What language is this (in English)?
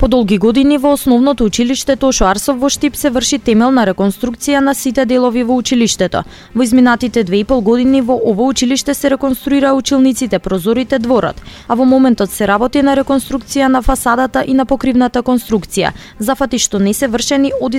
Macedonian